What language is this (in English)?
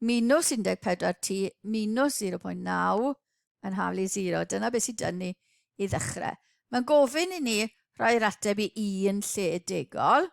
Welsh